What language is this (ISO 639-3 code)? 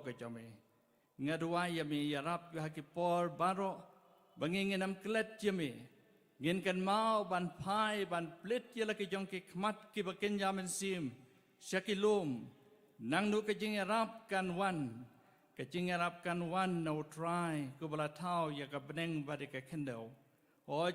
kha